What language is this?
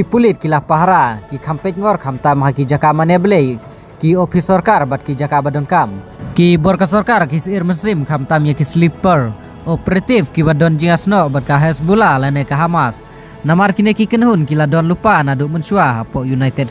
Khasi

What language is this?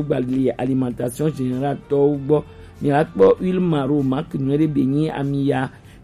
Gen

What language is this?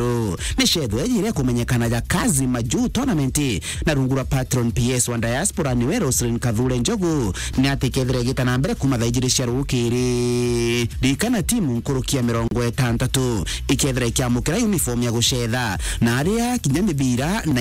Meru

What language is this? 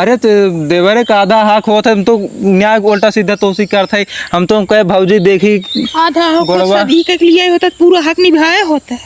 Awadhi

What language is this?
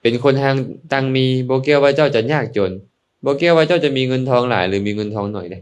Lao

